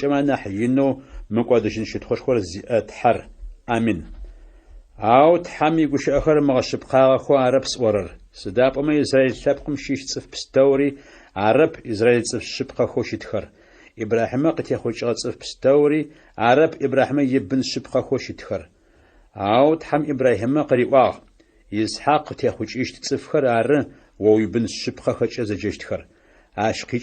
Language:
Adyghe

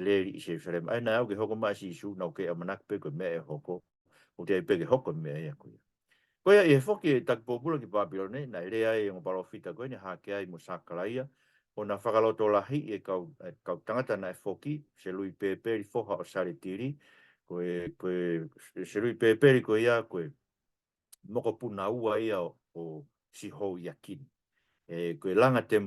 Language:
Tongan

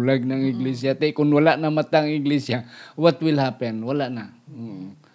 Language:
Hiligaynon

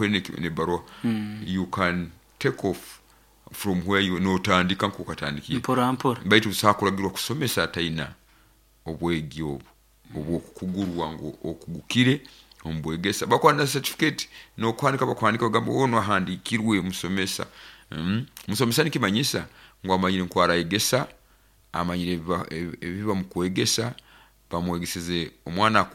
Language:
Nyoro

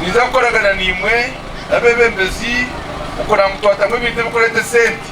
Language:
Nyankole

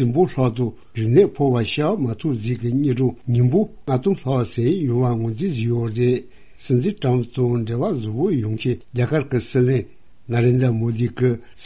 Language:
Tibetan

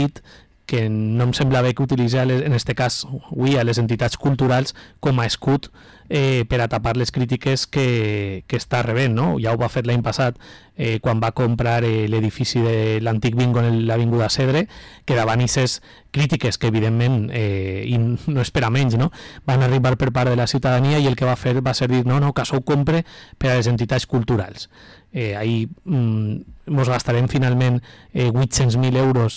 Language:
Catalan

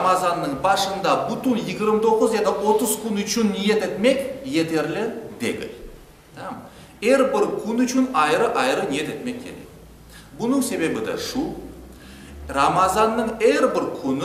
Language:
Crimean Tatar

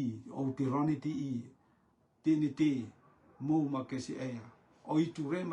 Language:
Rotuman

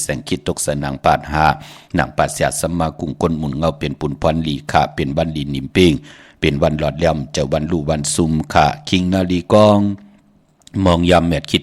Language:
Shan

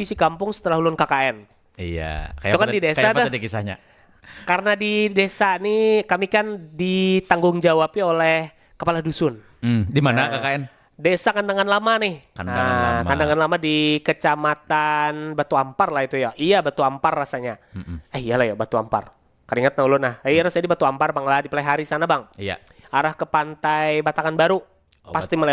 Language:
Banjar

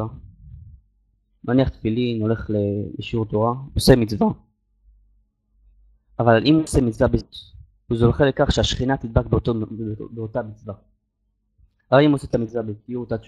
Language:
Hebrew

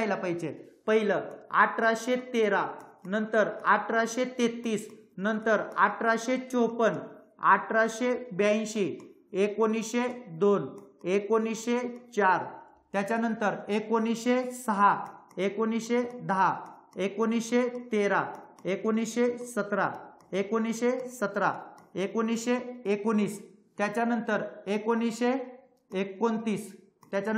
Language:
Marathi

